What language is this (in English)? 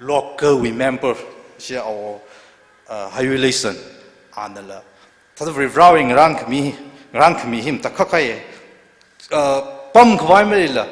Tangkhul Naga (India)